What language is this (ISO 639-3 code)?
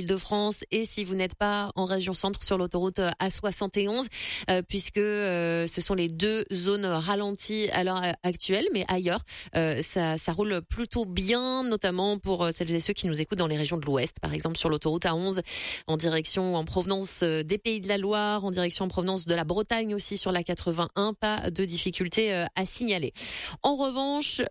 fra